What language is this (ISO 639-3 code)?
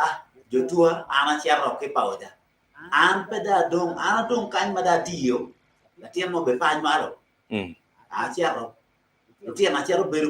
ach